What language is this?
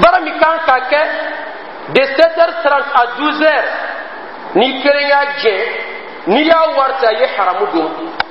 Dyula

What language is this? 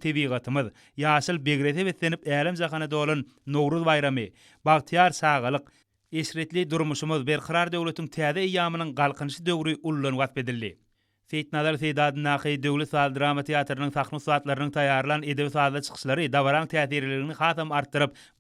Turkmen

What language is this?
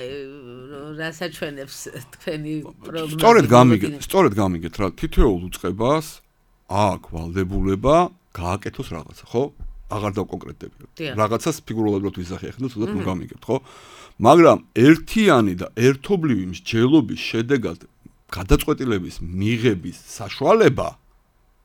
Georgian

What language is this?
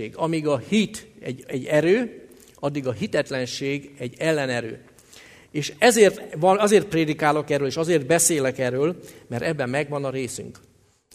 Hungarian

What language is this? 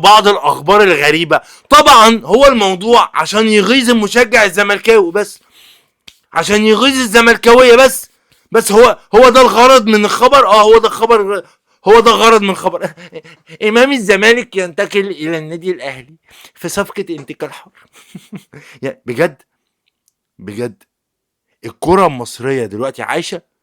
Egyptian Arabic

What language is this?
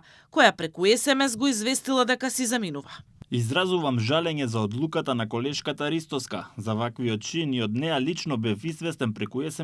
Macedonian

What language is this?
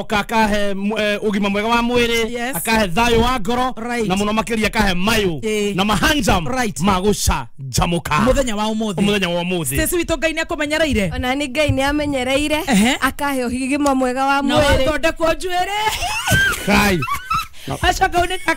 Kikuyu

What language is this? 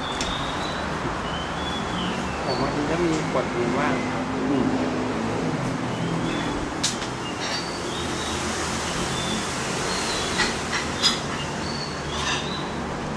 Thai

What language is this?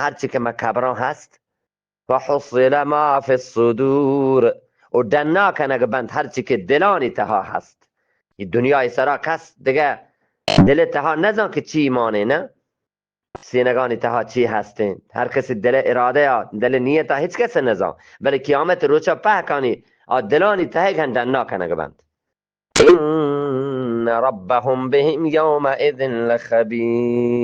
Eastern Balochi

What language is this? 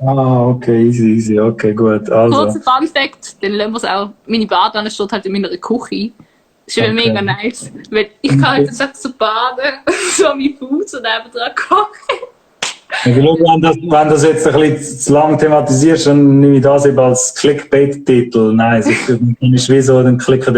Swiss German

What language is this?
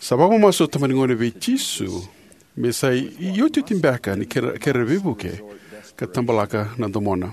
Fijian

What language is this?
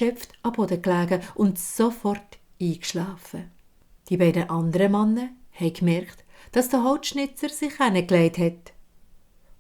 Swiss German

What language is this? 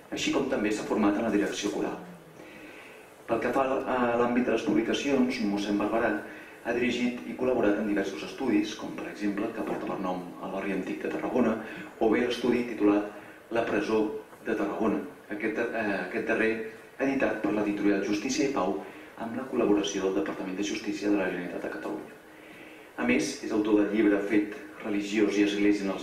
Catalan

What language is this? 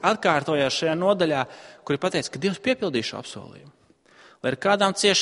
Latvian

